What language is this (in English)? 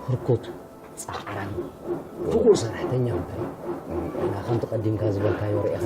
Tigrinya